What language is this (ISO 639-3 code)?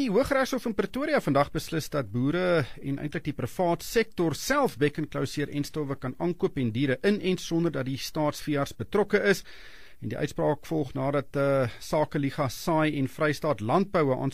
afr